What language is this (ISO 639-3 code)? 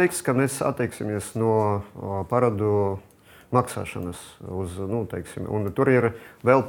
lav